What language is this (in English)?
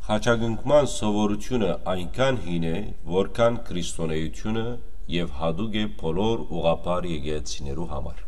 Western Armenian